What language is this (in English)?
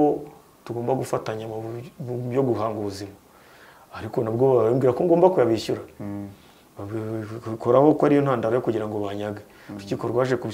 Kinyarwanda